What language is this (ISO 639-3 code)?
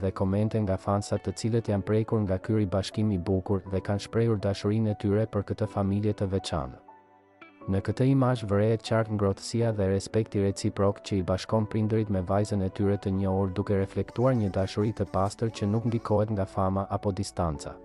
sqi